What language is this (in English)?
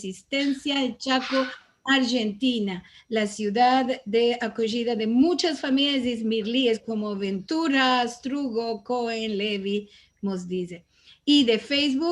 Ladino